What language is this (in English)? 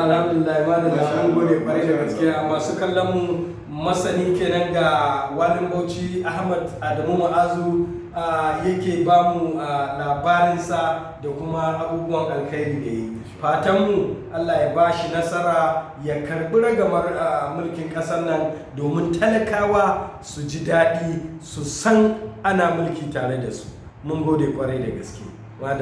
Hausa